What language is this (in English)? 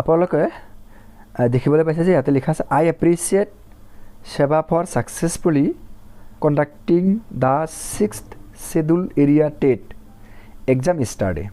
Assamese